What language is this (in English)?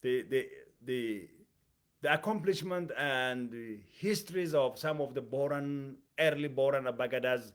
English